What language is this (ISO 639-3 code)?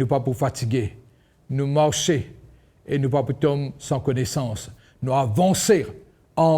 mfe